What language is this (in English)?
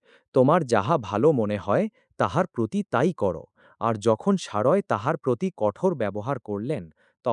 Bangla